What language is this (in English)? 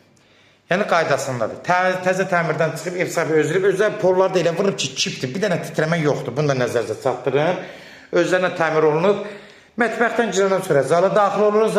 Azerbaijani